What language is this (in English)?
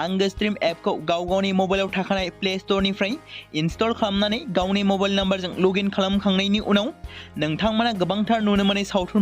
Bodo